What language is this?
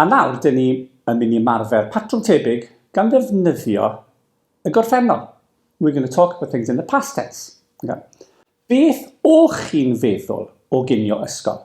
Welsh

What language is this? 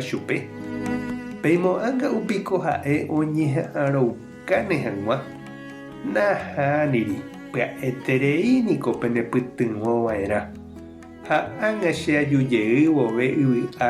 Guarani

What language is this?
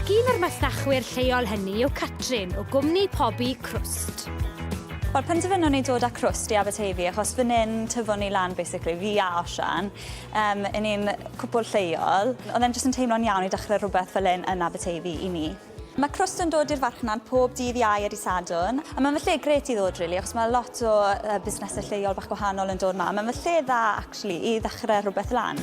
Welsh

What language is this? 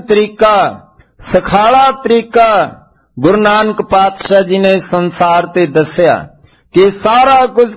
Punjabi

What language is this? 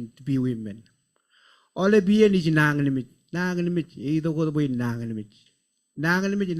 Marshallese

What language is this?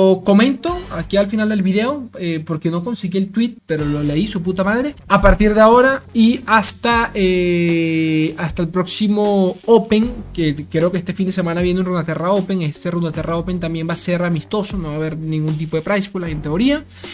Spanish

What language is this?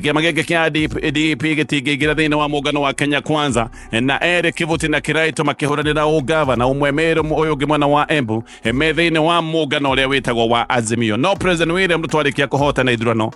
Kikuyu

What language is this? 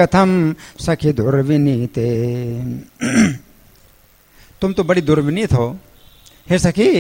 Hindi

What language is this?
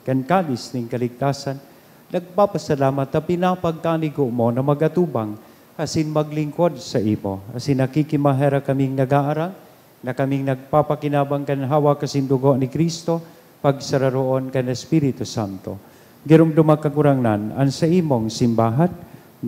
Bikol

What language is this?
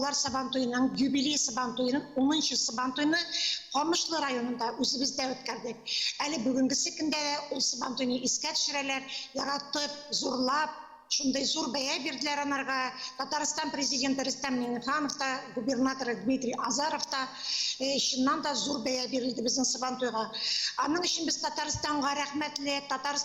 Tatar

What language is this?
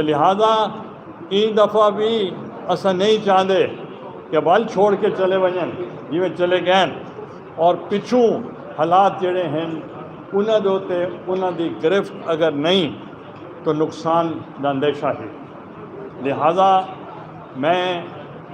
Saraiki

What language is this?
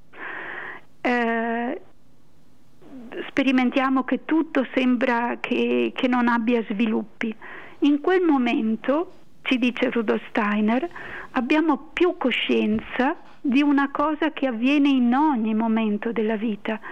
Italian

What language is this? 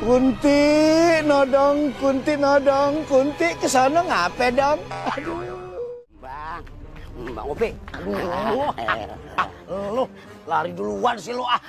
Betawi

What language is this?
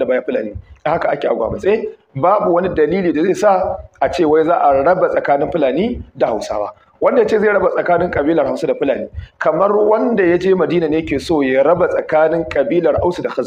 Hausa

